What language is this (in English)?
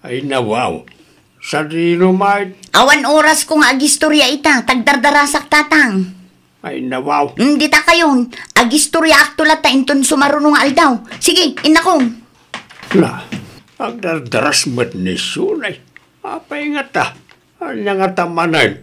Iloko